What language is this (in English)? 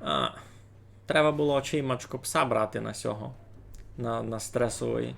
Rusyn